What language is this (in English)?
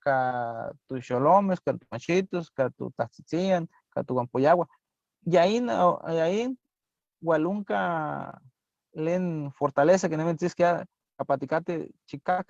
Eastern Huasteca Nahuatl